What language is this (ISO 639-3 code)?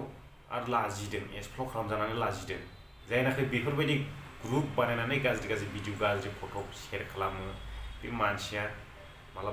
brx